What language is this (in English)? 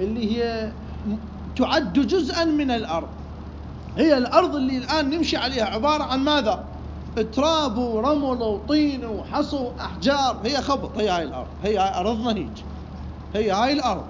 Mesopotamian Arabic